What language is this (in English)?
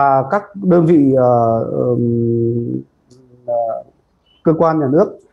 Vietnamese